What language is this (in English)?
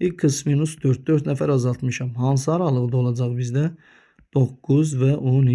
Azerbaijani